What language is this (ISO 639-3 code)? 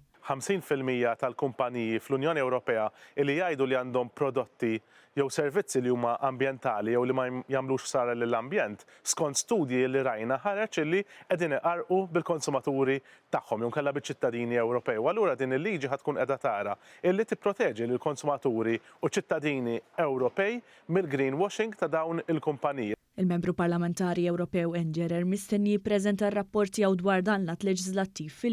mlt